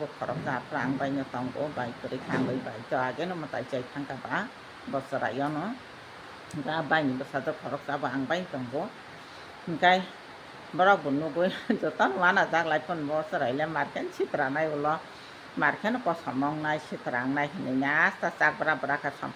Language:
Kok Borok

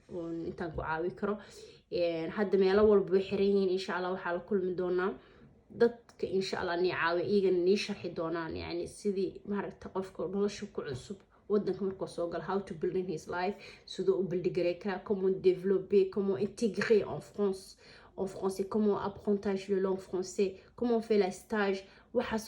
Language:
Somali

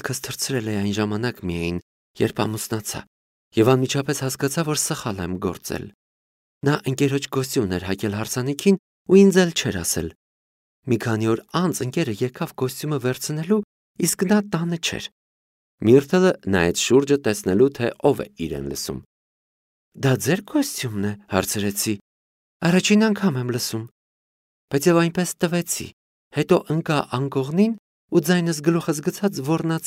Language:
Armenian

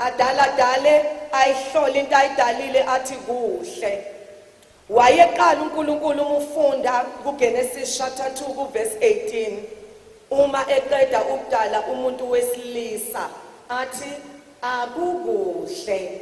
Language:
Zulu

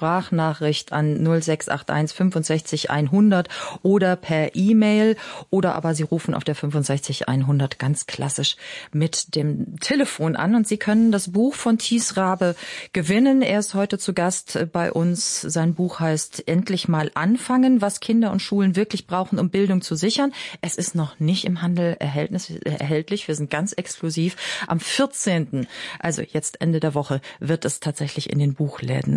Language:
German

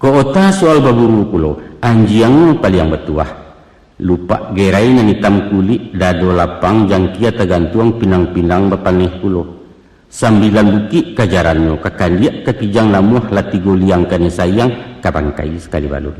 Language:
Minangkabau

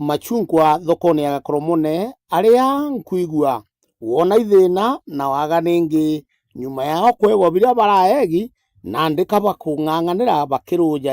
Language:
Meru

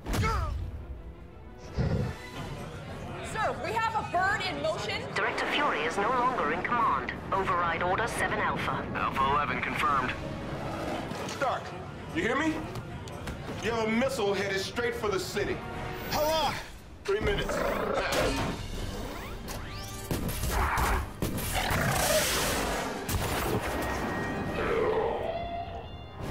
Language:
English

